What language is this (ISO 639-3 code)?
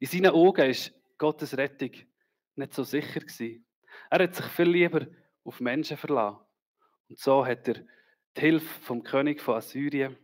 gsw